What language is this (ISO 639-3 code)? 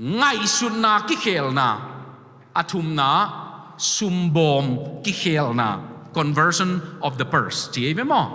ctd